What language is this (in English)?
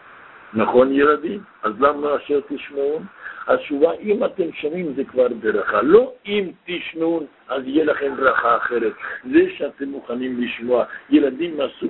Hebrew